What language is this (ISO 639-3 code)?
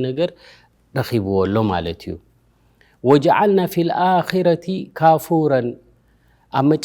tir